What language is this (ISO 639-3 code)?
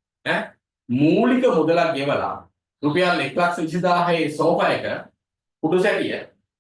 sin